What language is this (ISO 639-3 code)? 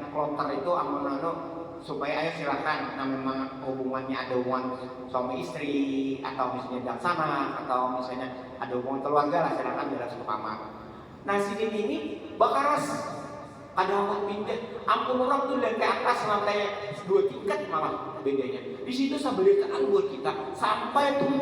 bjn